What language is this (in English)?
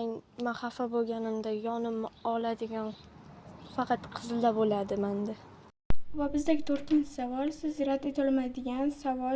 Uzbek